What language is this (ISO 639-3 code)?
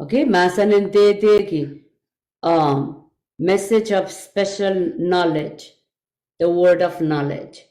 pon